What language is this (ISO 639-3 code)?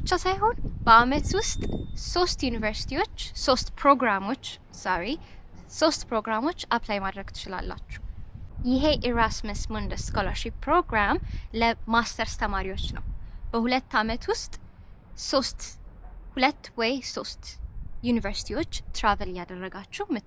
amh